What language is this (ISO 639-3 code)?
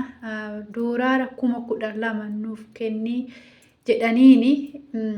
orm